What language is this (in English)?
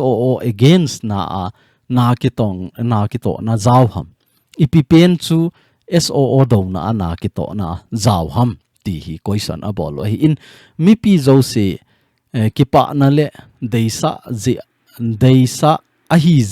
Thado Chin